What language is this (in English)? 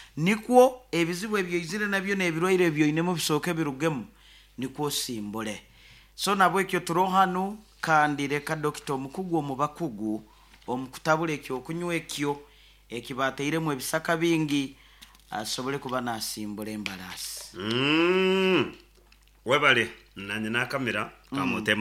Nyankole